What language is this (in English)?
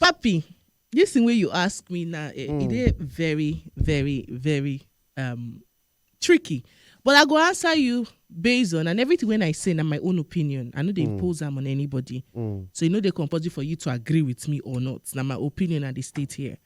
Nigerian Pidgin